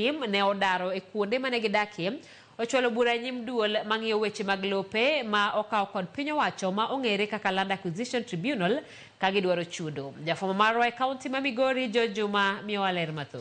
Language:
Luo (Kenya and Tanzania)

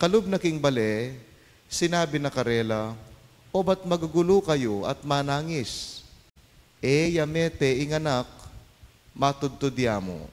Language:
Pampanga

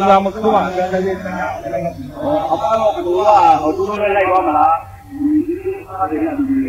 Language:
Burmese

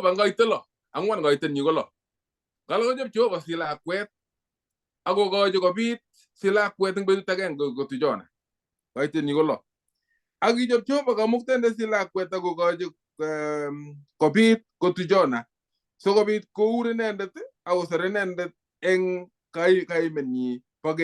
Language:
Kalenjin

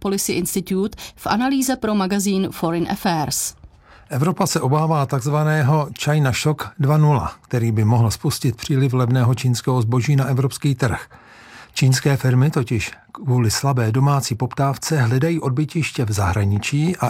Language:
Czech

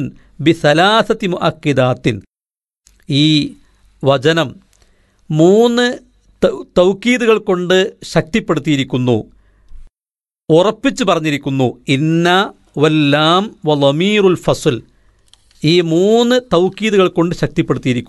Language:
Malayalam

